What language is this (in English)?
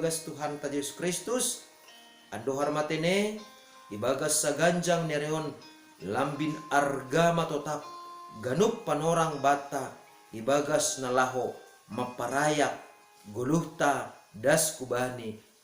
Batak Simalungun